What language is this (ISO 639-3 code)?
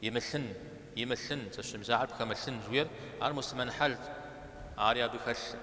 kbd